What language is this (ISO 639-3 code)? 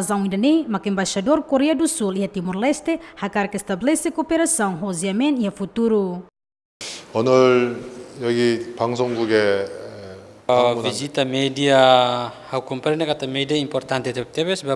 tet